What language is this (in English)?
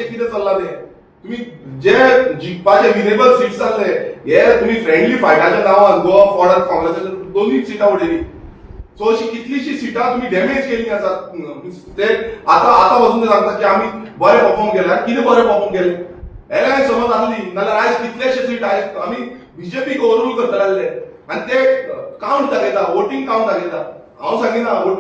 Konkani